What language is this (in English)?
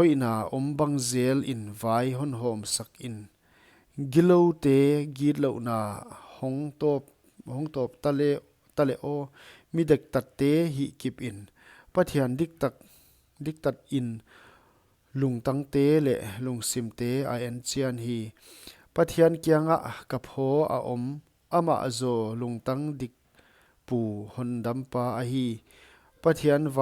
Paite Chin